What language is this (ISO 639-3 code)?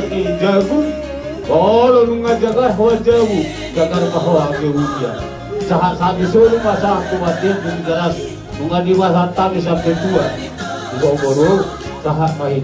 bbc